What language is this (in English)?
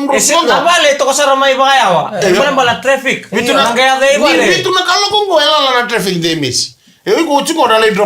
Fijian